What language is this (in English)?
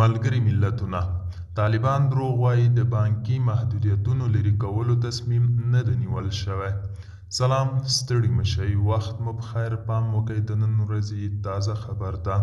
Pashto